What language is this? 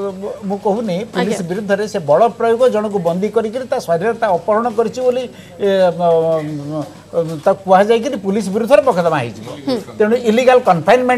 Odia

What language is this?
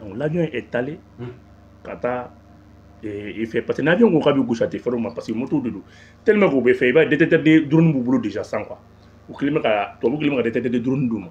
Bambara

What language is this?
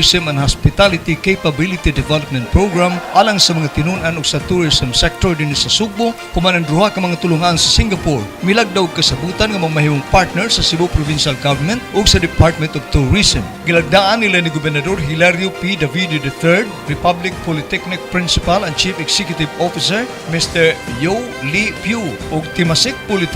Cebuano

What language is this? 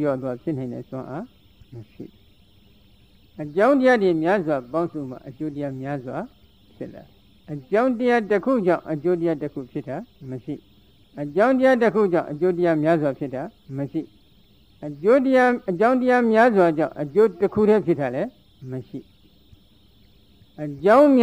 Burmese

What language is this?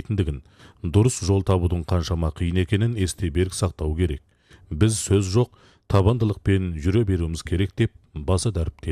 Kazakh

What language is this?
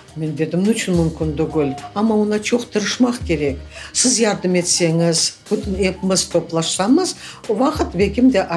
Crimean Tatar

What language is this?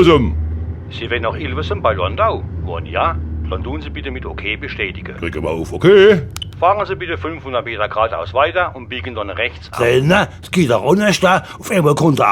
Palatine German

